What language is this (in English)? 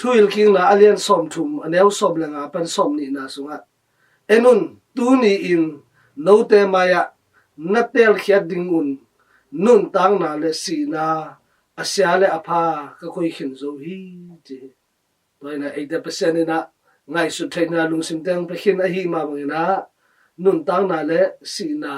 Tedim Chin